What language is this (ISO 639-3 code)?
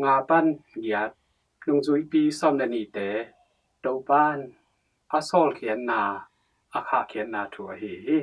ctd